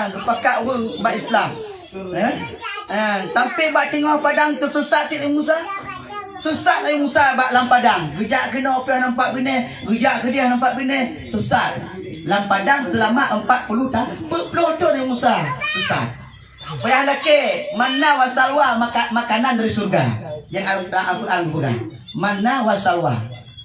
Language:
Achinese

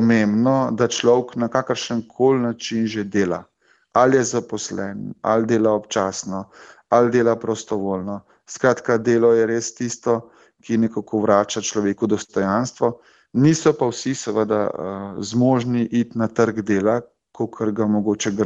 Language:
Slovenian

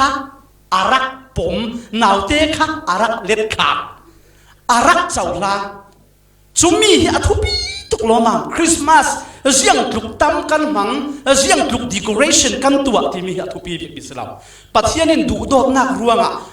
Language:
Falam Chin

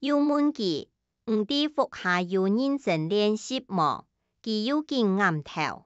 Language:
Hakka Chinese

